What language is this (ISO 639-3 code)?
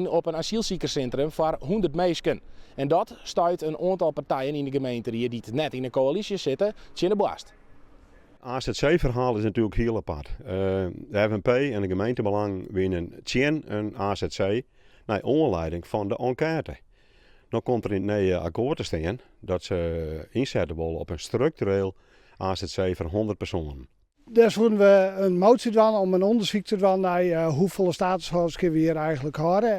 fry